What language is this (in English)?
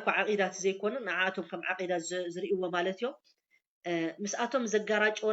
Tigrinya